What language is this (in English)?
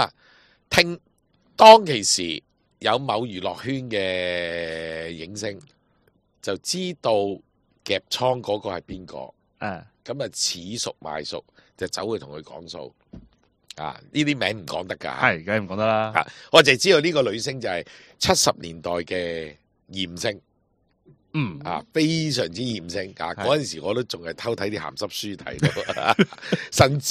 Cantonese